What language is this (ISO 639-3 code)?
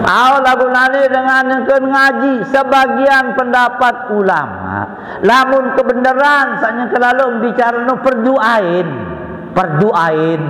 sas